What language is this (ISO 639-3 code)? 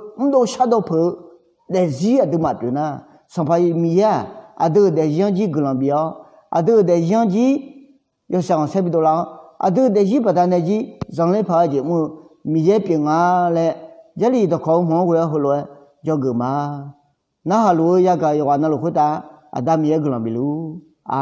ahk